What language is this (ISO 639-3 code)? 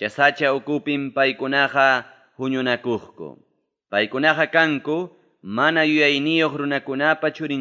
quy